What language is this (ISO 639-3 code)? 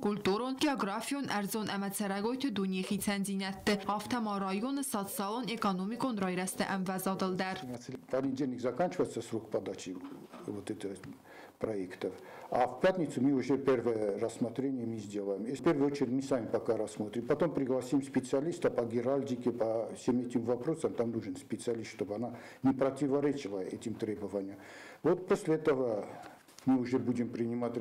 oss